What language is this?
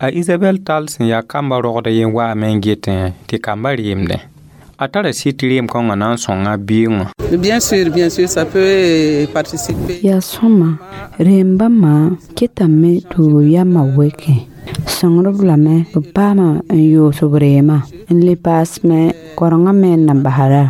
Mossi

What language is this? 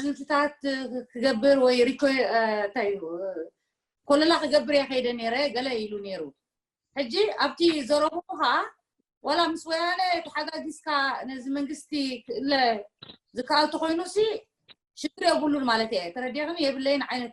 Tigrinya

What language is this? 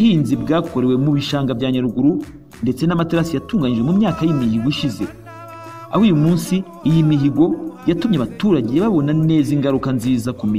Kinyarwanda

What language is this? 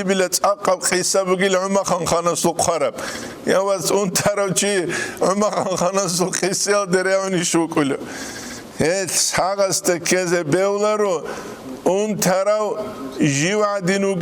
Avaric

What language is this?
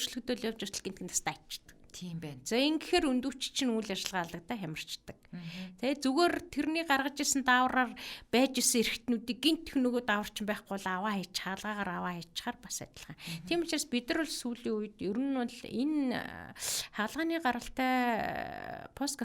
Mongolian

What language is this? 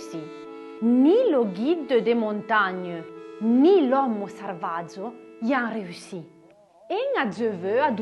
Arpitan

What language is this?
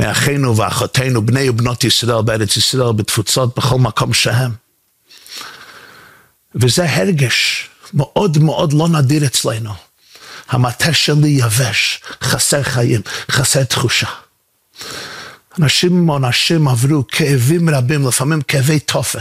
Hebrew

